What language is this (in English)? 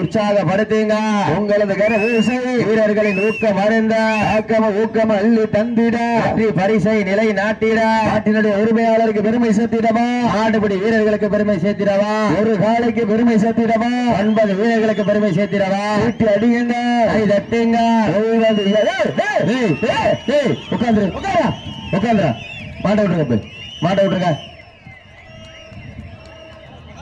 Tamil